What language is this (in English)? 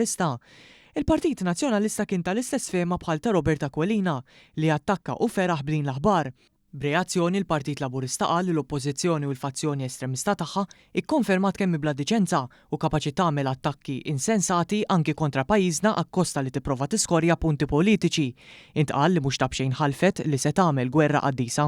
Maltese